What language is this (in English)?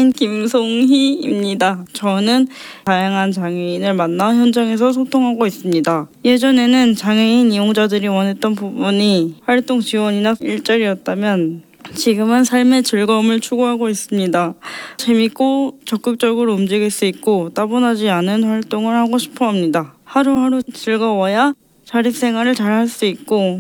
Korean